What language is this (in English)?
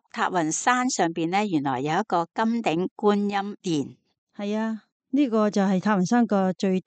Cantonese